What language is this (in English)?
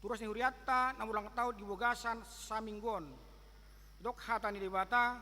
Batak Toba